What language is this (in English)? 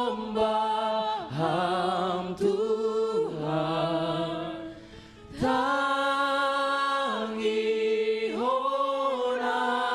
Batak Simalungun